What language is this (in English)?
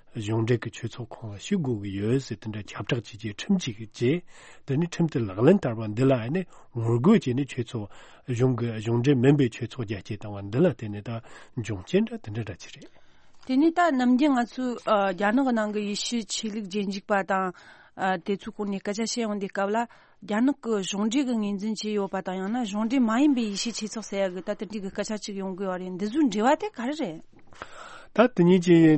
Tibetan